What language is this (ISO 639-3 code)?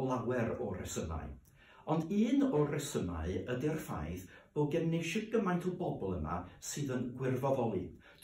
cym